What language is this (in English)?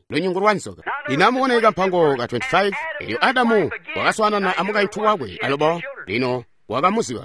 Tonga (Zambia)